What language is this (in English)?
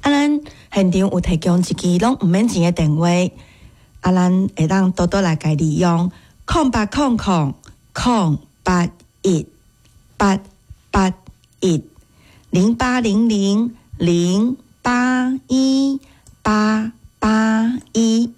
Min Nan Chinese